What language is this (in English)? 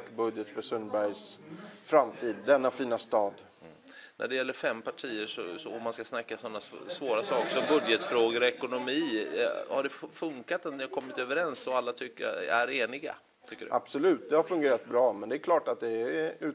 Swedish